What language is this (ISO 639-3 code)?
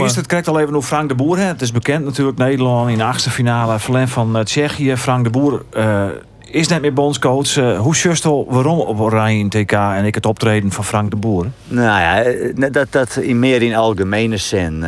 fry